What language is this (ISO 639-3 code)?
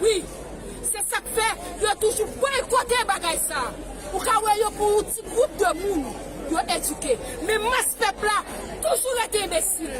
hat